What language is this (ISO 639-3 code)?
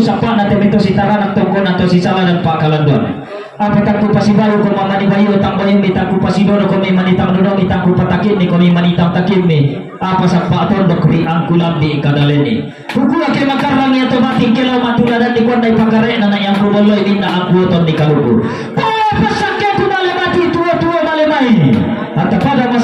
sda